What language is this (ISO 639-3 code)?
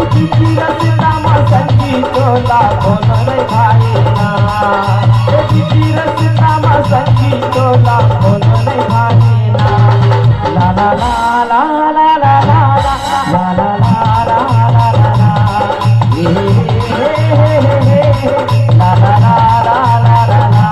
hne